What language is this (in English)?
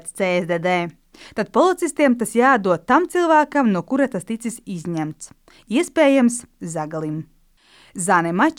Latvian